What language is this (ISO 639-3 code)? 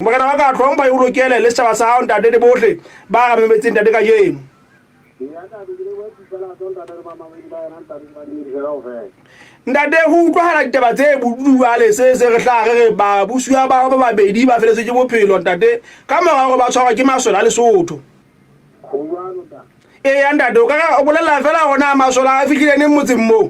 sot